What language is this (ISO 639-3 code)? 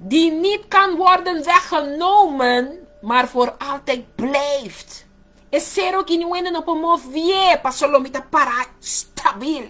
pap